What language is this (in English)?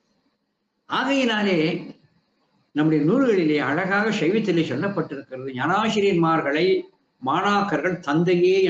Tamil